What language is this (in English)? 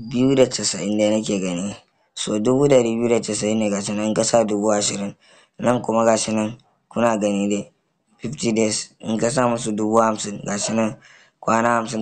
Hausa